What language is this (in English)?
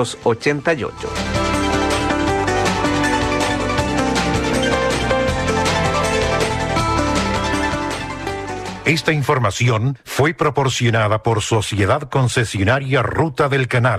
Spanish